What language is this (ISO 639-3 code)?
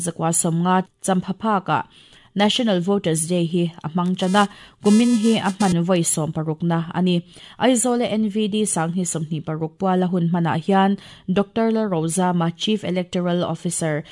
lus